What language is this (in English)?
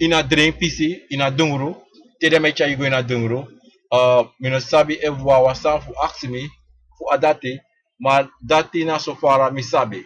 Sranan Tongo